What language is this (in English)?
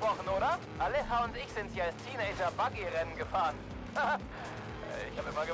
Bavarian